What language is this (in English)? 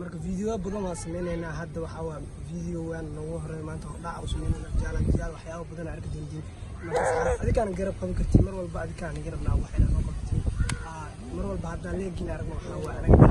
Somali